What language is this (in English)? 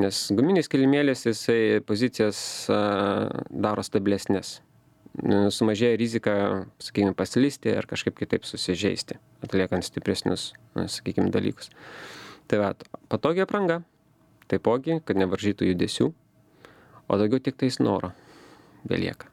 Lithuanian